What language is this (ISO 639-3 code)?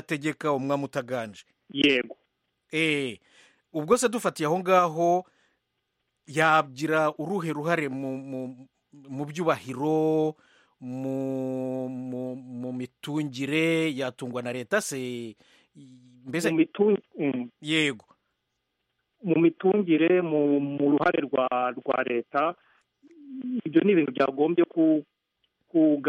kin